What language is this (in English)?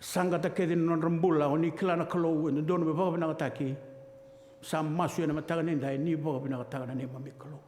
Fijian